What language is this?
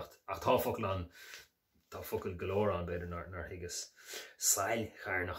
Irish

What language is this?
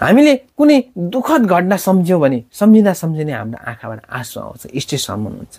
Nepali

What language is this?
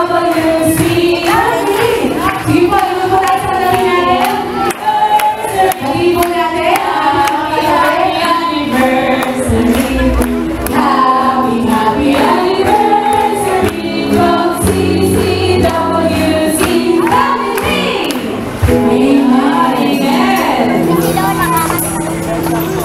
Filipino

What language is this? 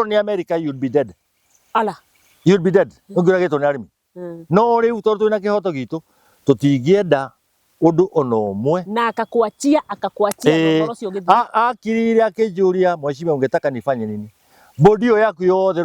Kikuyu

